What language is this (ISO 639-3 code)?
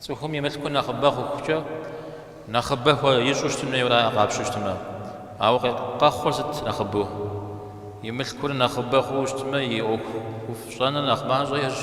kbd